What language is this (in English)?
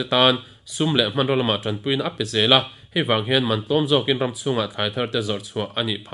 Mizo